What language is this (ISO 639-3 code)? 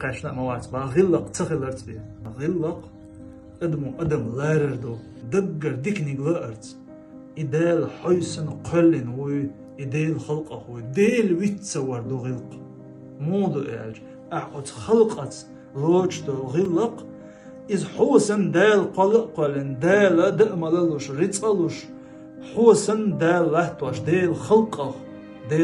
che